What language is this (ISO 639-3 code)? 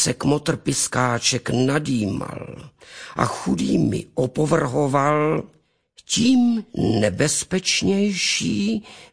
ces